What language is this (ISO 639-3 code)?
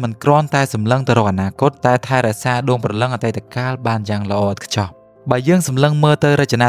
khm